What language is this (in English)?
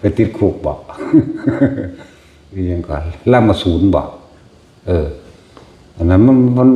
Northeastern Thai